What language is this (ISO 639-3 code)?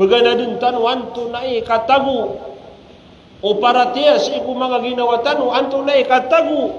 mrw